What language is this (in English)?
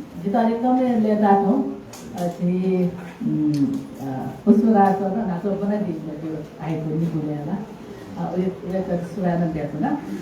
Newari